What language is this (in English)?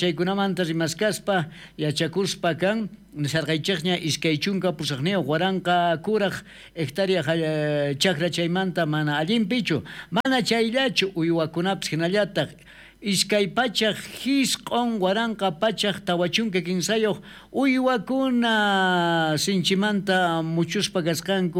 South Bolivian Quechua